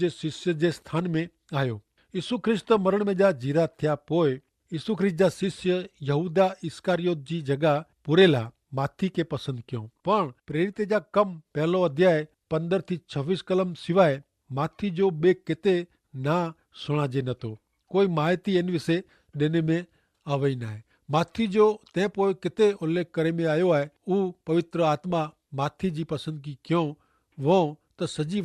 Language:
Kachhi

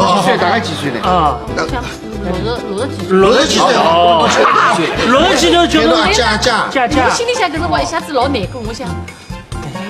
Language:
Wu Chinese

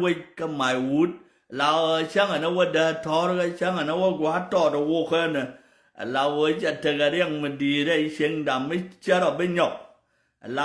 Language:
Nuer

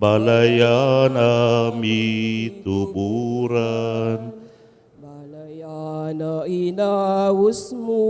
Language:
Pampanga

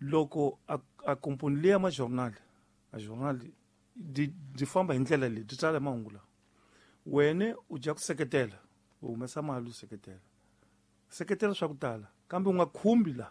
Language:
Tsonga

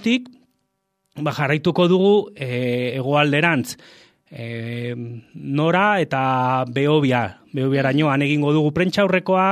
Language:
Basque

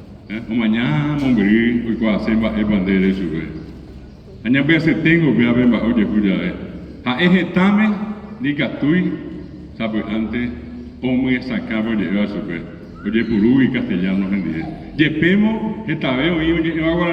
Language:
Guarani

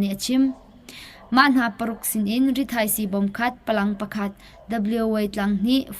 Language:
Hakha Chin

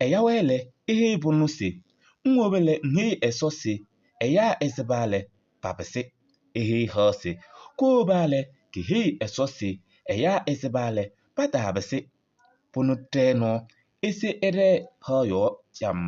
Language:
Kabiyè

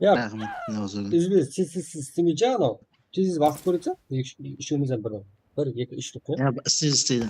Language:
Kara-Kalpak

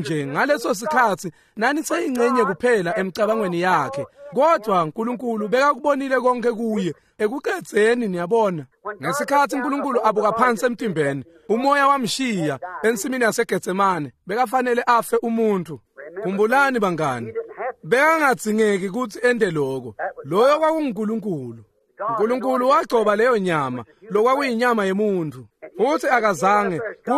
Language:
Swati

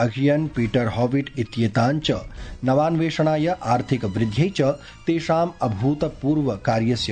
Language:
Sanskrit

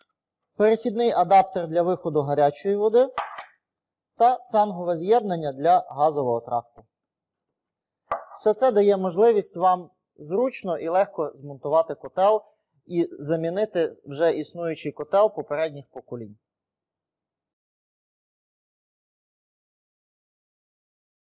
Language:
Ukrainian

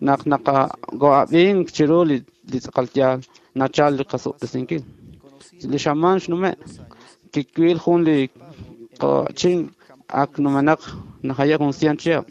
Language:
Kekchí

